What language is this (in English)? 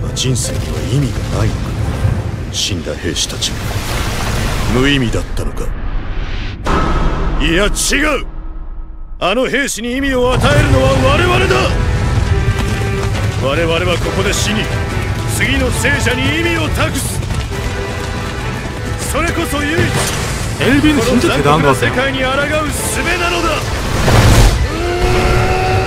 Japanese